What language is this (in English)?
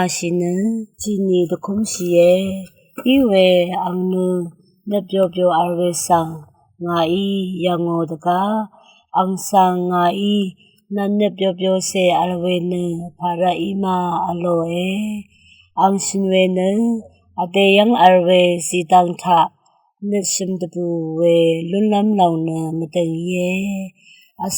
Rawang